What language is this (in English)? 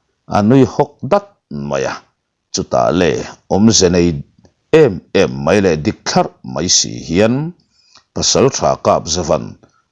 Mizo